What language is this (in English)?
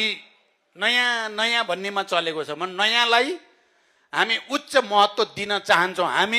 Nepali